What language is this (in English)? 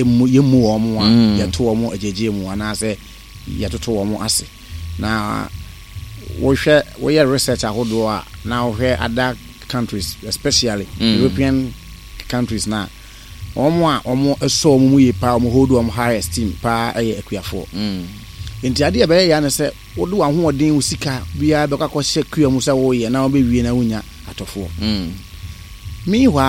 Akan